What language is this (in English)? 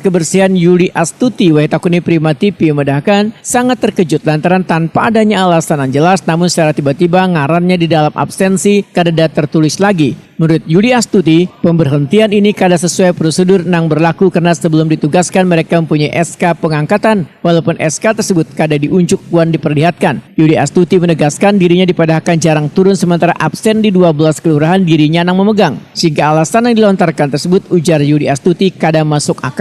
Banjar